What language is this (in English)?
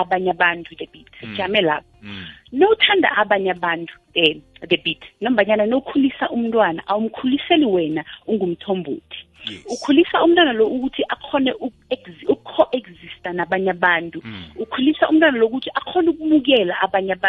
South Ndebele